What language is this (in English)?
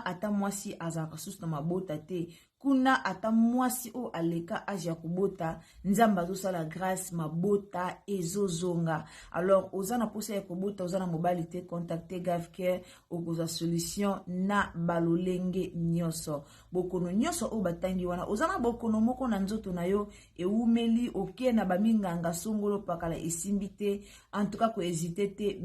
Lingala